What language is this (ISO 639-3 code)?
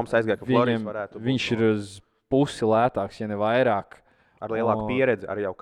lav